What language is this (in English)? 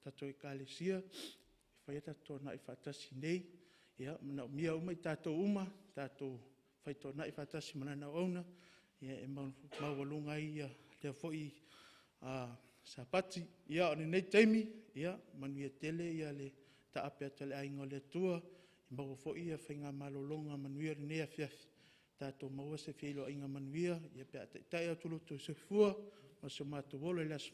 Samoan